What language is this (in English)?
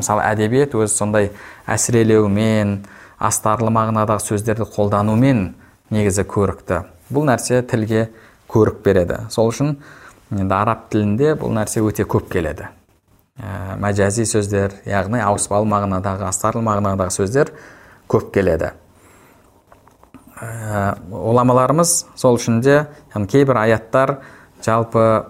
Kazakh